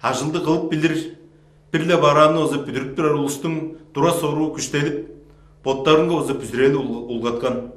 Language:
Tuvinian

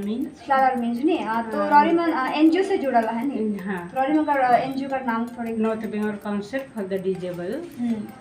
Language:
Sadri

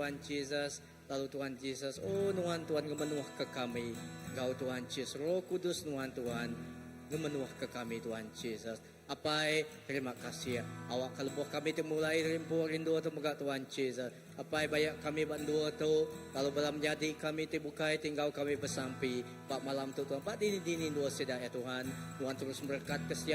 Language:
Iban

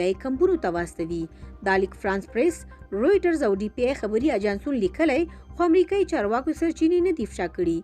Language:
Pashto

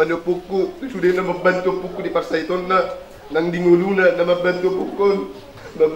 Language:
Batak Toba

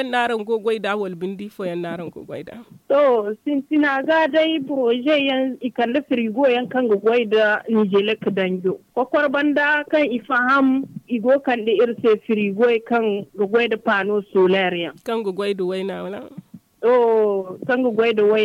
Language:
Zarma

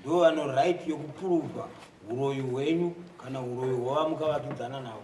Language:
Shona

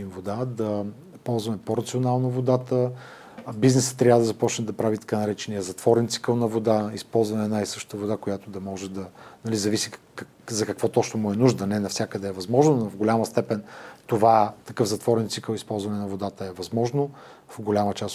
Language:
Bulgarian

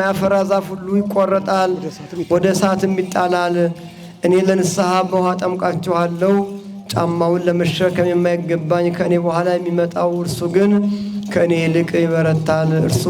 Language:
Amharic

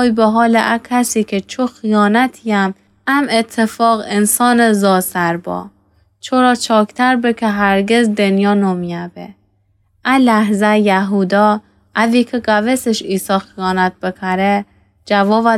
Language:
Gilaki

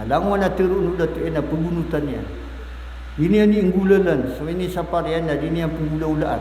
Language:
Maranao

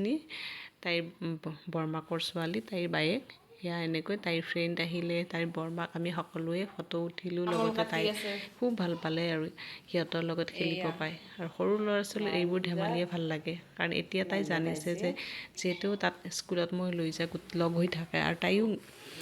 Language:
Assamese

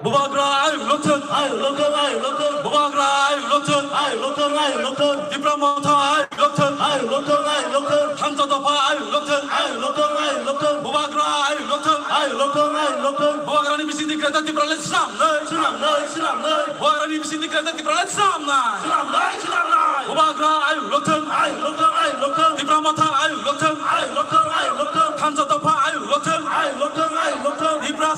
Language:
Kok Borok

